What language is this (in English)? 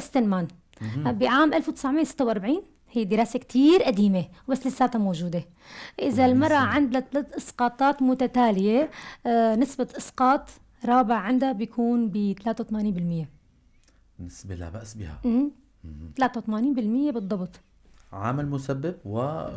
North Levantine Arabic